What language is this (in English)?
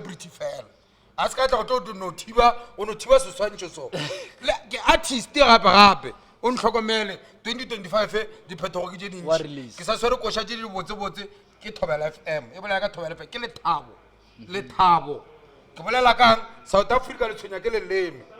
Northern Sotho